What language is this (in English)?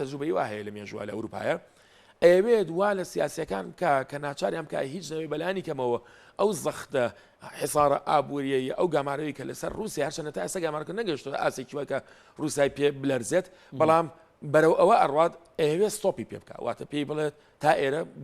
Central Kurdish